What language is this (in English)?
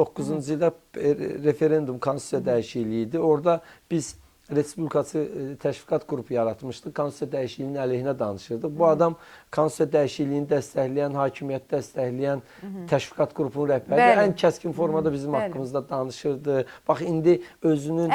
Azerbaijani